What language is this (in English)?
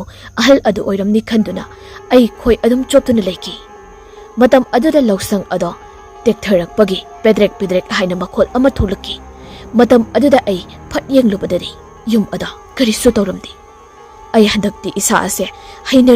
Manipuri